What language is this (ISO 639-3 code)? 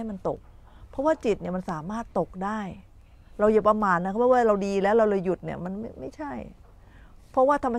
tha